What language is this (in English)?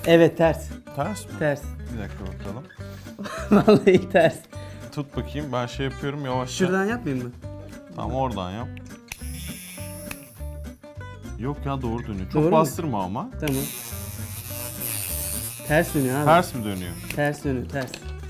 Turkish